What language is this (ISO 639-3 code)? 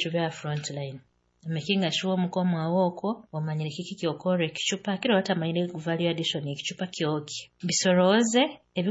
nyo